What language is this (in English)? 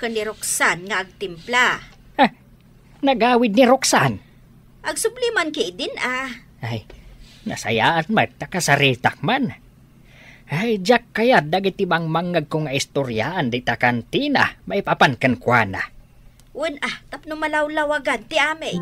Iloko